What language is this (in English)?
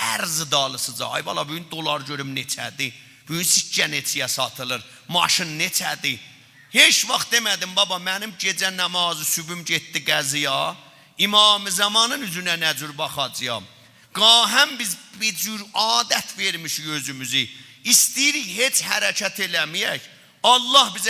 South Azerbaijani